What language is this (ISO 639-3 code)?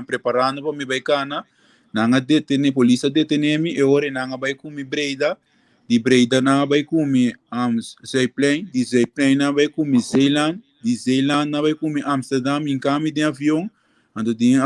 pap